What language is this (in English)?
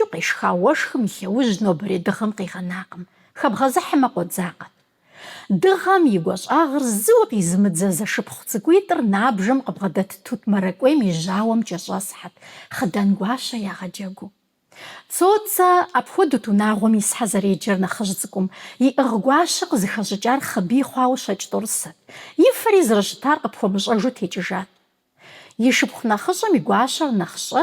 Kabardian